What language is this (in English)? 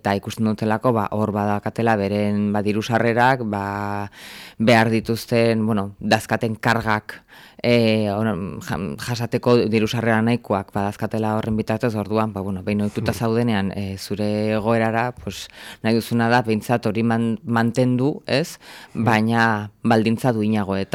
Basque